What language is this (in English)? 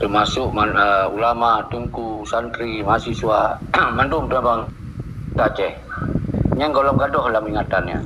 Achinese